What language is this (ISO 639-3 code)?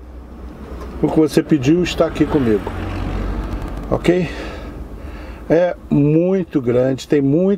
por